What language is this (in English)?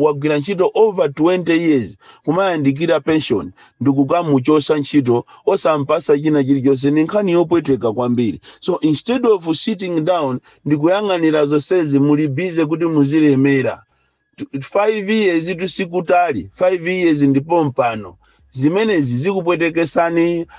Nyanja